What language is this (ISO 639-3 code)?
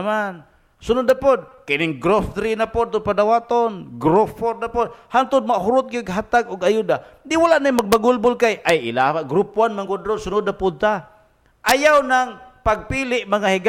ceb